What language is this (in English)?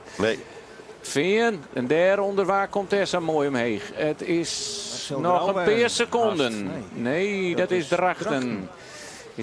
Western Frisian